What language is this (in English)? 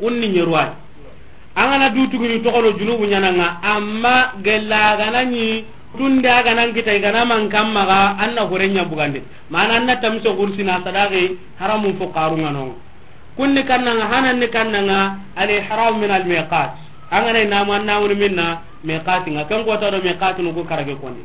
Soninke